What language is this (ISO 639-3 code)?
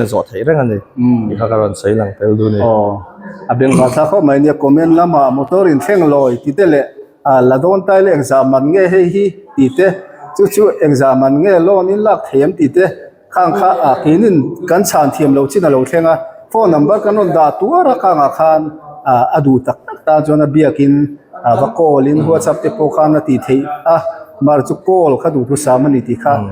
lus